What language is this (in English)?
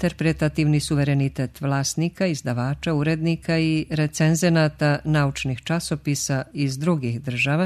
Serbian